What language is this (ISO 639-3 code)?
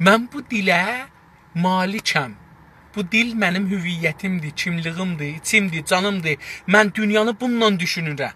azb